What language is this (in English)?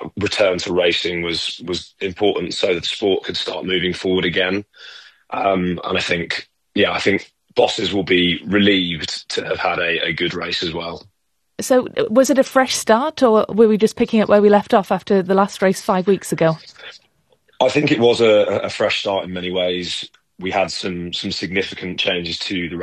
English